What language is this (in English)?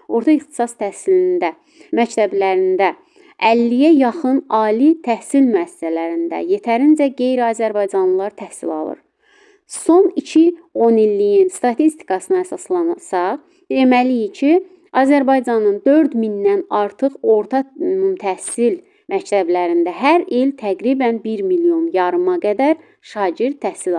Azerbaijani